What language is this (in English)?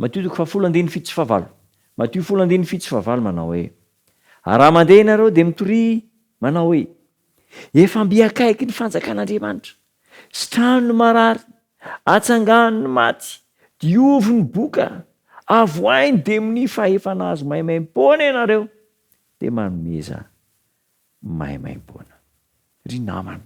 Malagasy